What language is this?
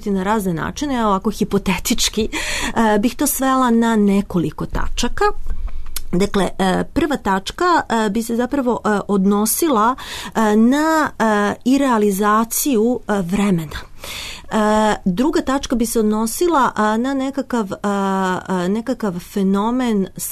Serbian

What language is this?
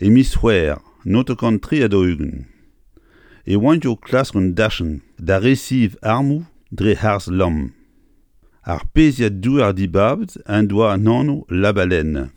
Breton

